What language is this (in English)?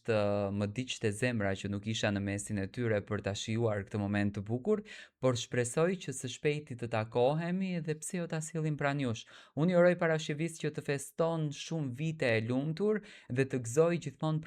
Albanian